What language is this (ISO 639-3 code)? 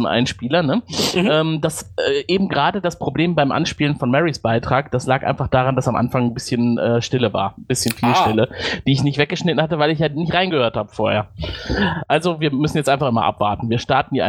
deu